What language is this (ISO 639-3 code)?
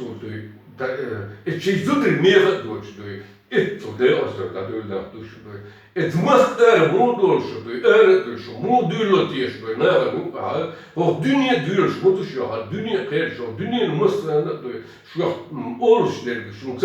che